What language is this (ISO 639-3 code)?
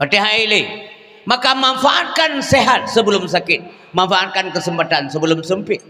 ace